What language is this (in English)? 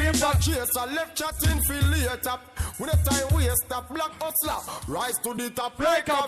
Jamaican Creole English